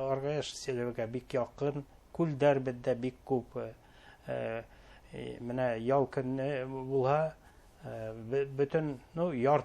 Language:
Bashkir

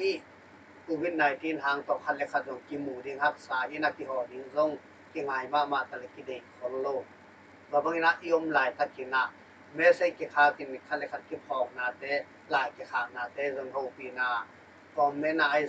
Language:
Tedim Chin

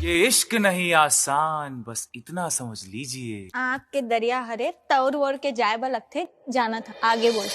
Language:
Chhattisgarhi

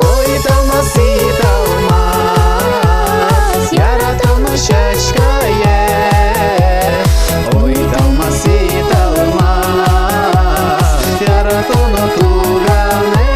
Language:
Udmurt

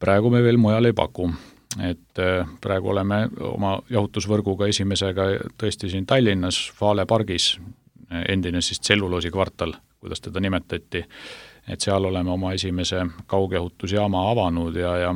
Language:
Estonian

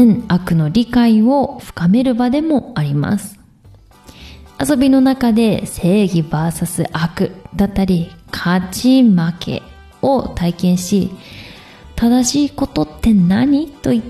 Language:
Japanese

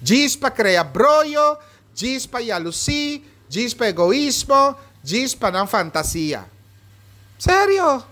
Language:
Papiamento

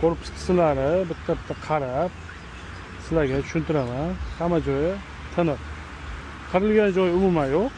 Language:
Uzbek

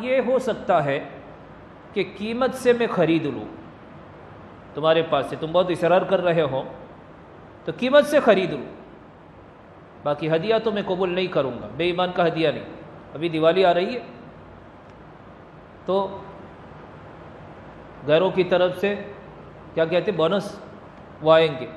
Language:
Urdu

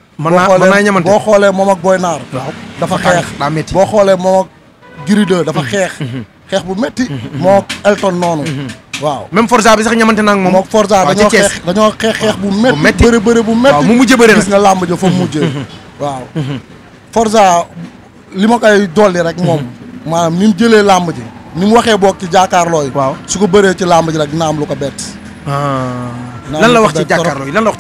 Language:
Wolof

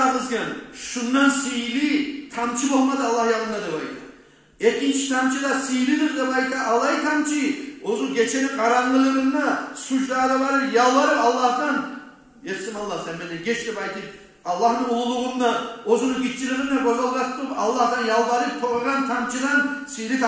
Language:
Kumyk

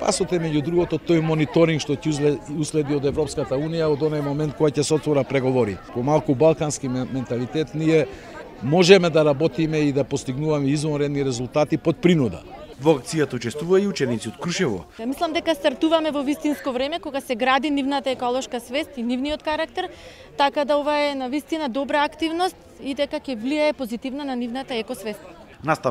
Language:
Macedonian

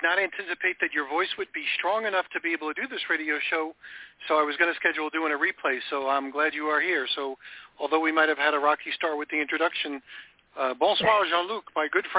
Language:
English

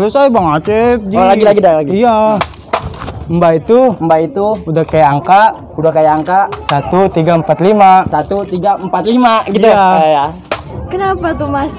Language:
Betawi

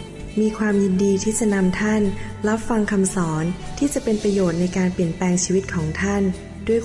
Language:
Thai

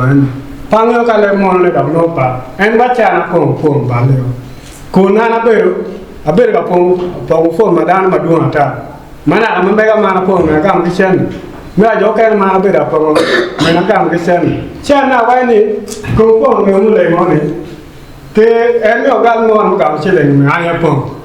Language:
Acoli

